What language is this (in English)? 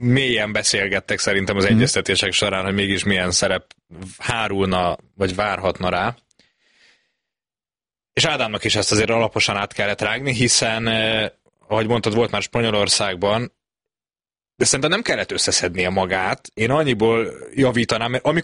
Hungarian